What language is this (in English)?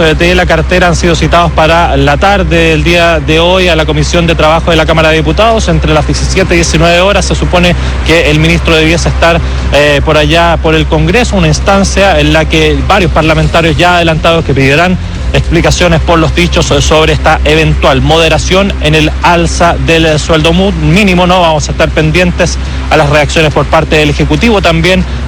Spanish